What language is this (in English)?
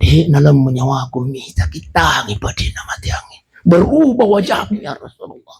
Buginese